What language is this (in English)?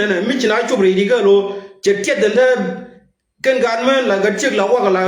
Nuer